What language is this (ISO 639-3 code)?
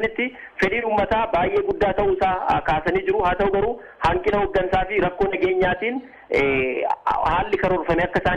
orm